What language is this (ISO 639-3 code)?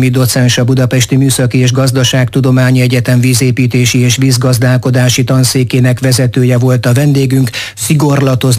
hun